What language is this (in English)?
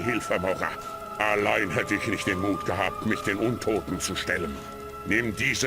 Bavarian